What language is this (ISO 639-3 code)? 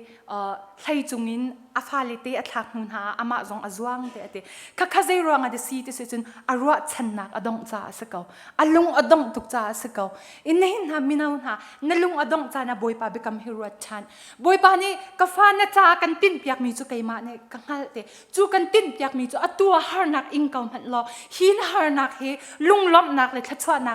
cnh